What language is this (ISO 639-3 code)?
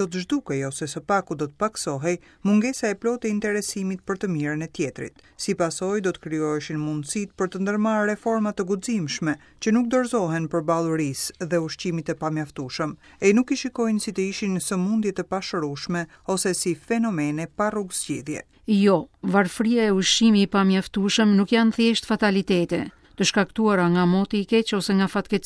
sqi